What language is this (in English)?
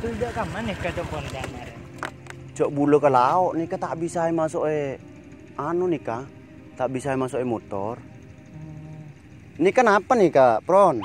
Madurese